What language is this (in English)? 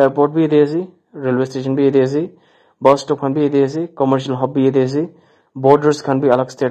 Naga Pidgin